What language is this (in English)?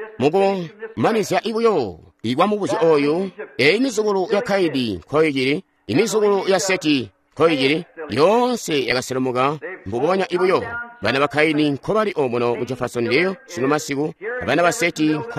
Tonga (Zambia)